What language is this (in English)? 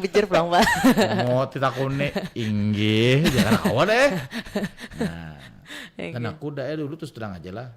Banjar